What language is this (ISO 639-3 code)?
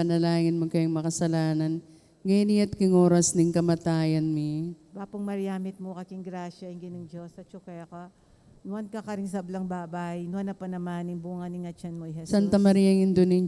pam